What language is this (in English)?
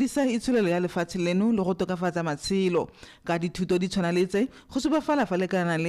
Tswana